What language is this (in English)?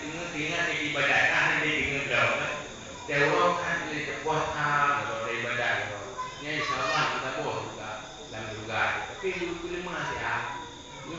Achinese